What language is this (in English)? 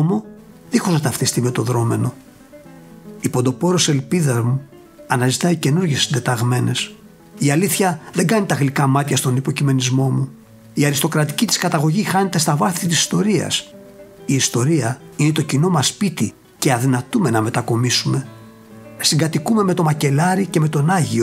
Greek